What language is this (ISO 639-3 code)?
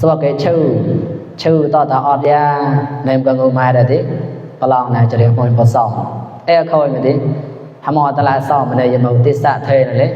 mnw